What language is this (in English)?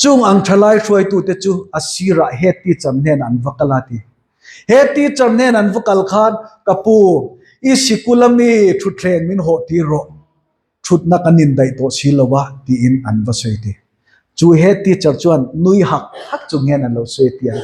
Mizo